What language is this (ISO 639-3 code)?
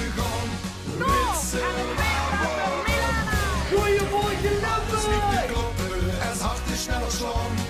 lim